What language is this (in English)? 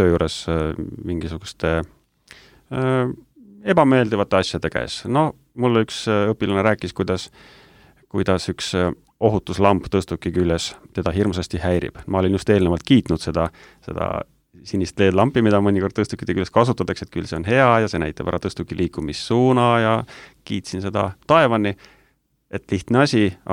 Estonian